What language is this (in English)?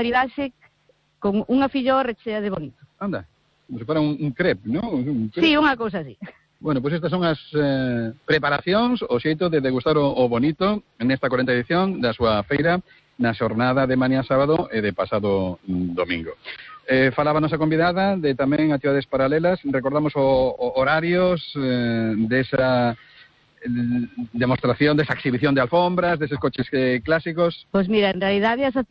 Galician